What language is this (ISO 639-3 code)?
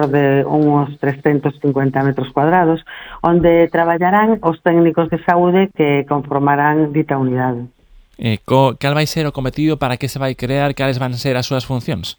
glg